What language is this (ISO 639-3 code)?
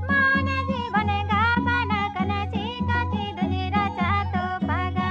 sat